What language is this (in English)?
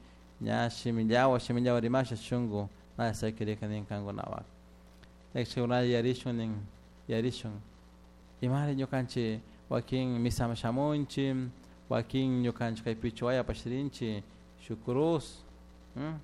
Chimborazo Highland Quichua